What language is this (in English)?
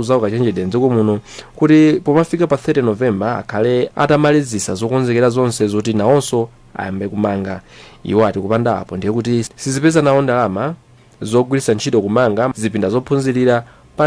Nyanja